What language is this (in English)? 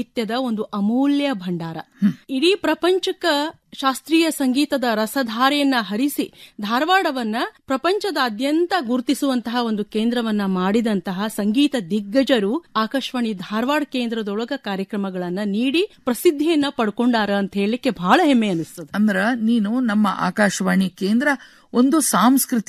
Kannada